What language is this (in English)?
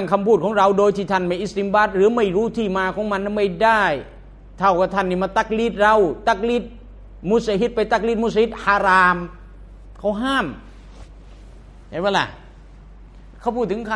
Thai